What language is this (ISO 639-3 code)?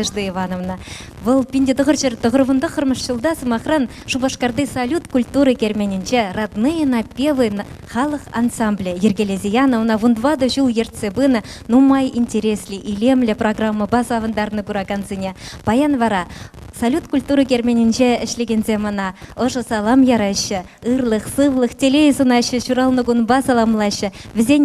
chv